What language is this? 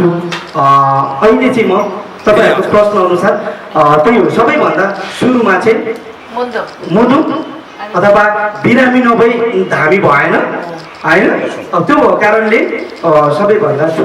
Nepali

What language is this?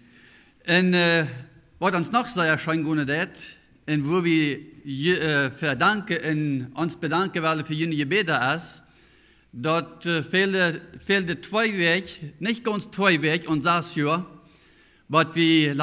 Plautdietsch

